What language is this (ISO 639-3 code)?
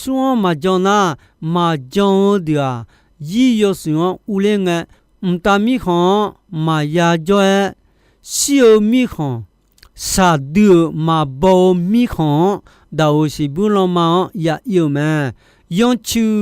ahk